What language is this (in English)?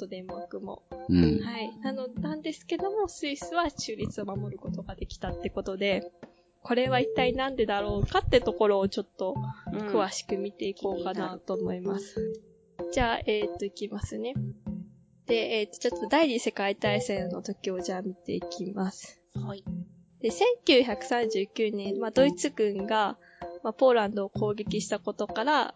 Japanese